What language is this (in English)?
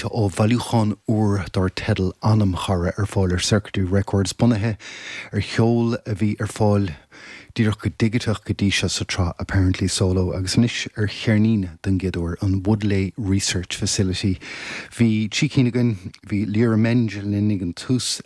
Irish